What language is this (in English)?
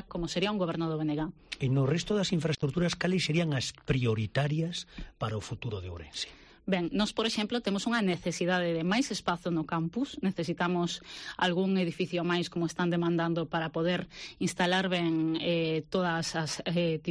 Galician